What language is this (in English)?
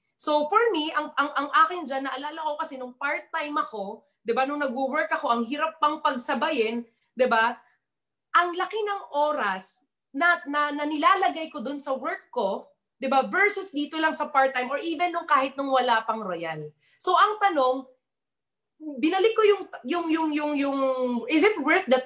Filipino